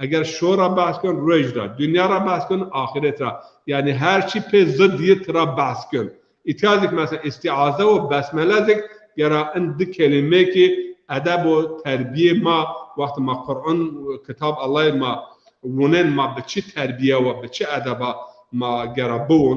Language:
Zaza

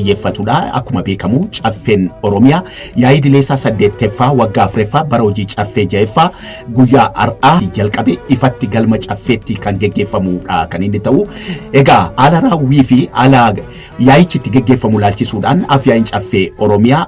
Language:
Oromo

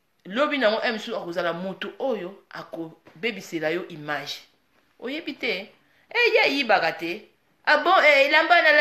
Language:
Lingala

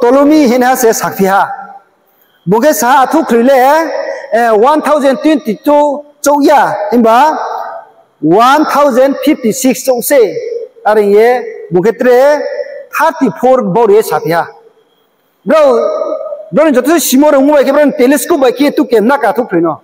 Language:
Riang (India)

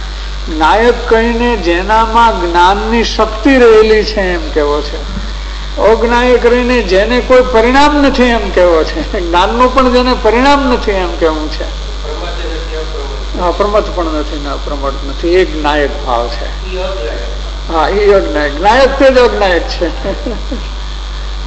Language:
Gujarati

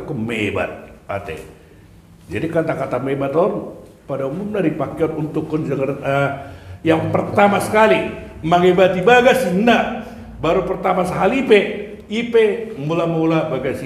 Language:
Batak Toba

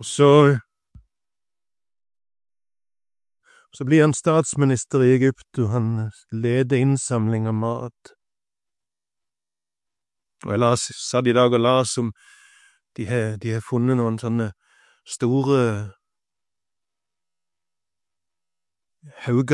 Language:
Norwegian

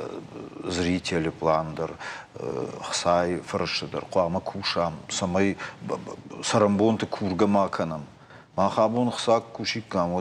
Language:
Ossetic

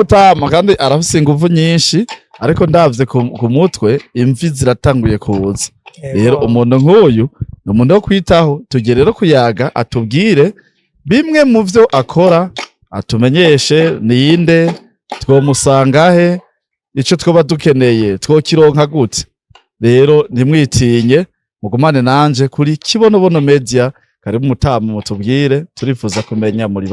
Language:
Rundi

